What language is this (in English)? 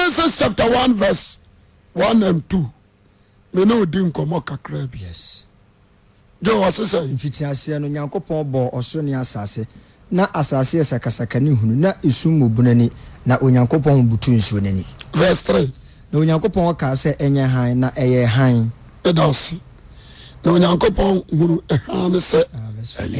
Akan